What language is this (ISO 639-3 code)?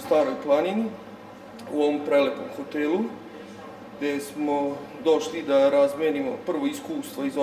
srp